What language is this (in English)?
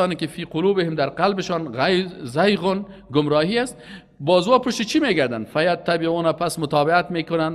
Persian